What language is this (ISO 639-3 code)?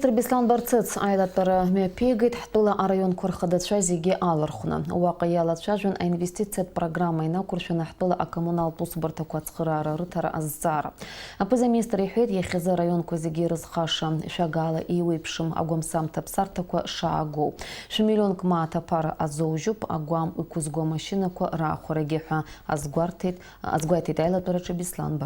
abk